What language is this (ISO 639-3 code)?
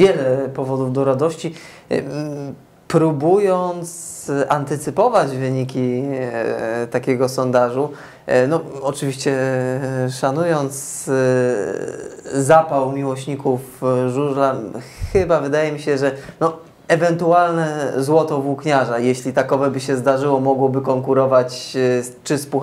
pol